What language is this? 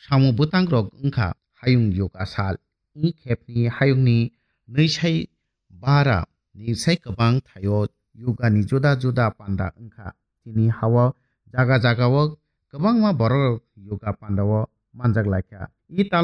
Kok Borok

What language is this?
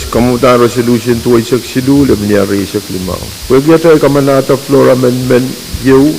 Pohnpeian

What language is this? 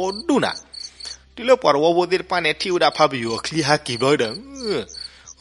S'gaw Karen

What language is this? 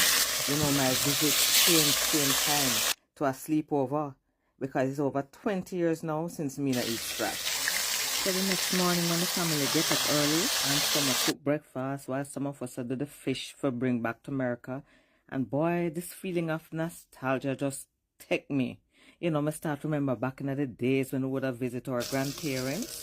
Jamaican Creole English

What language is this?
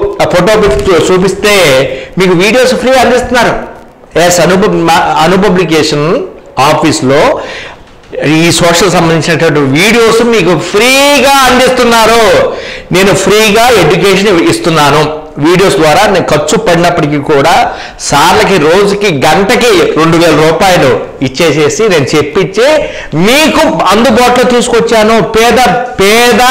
Telugu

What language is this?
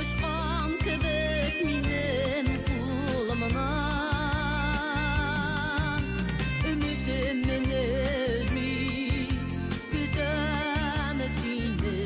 Bashkir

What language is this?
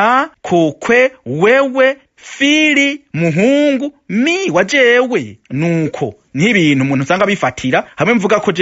Rundi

